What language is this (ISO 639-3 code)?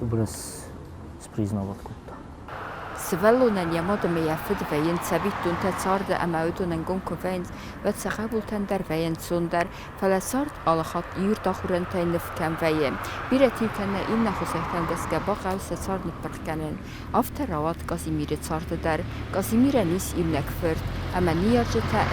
oss